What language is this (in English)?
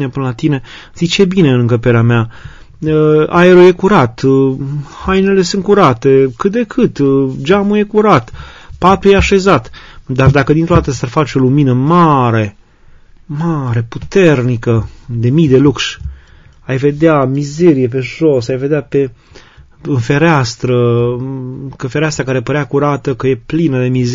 Romanian